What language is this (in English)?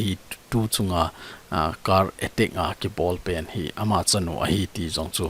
Thado Chin